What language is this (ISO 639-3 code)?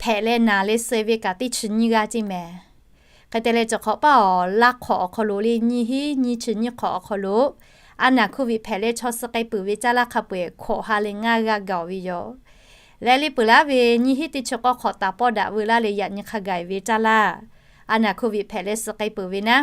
lhu